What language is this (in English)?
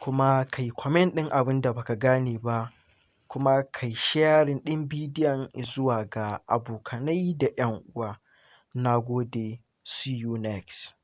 Hausa